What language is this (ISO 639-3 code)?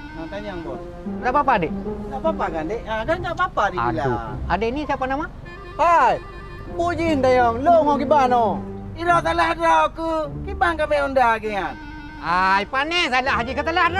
ace